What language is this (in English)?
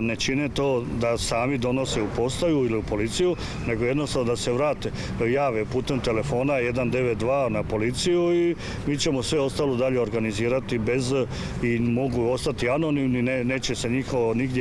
Croatian